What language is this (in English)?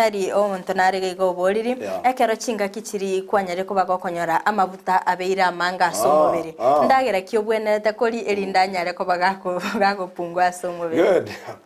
Gusii